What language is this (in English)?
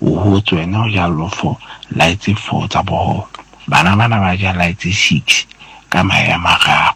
Southern Sotho